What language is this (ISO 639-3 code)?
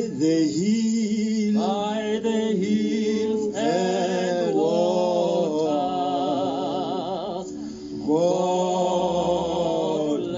sot